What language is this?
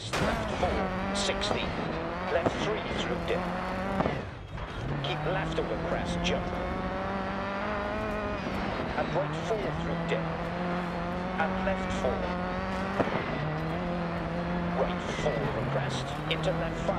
English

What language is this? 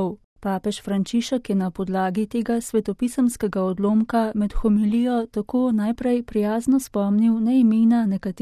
Slovenian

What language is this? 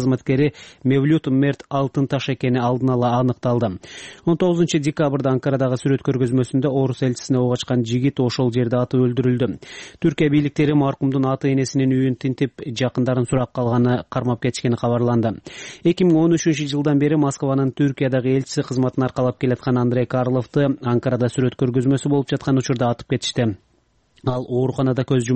Kyrgyz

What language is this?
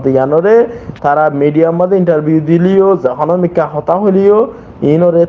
Rohingya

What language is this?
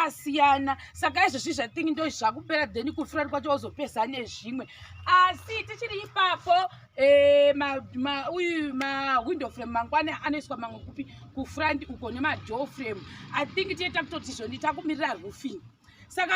Shona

